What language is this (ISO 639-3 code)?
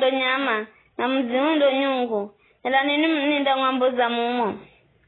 nyf